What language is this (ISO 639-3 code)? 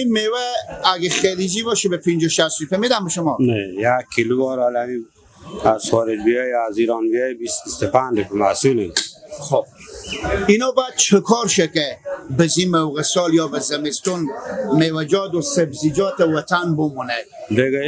fas